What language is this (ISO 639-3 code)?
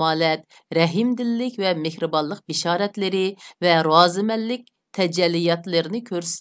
uig